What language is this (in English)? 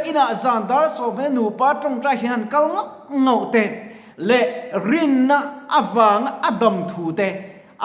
Mizo